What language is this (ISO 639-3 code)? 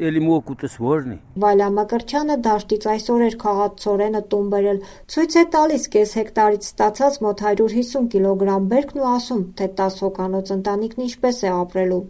hye